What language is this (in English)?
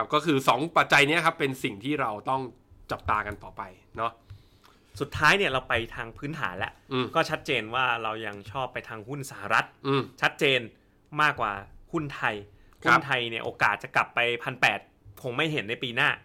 Thai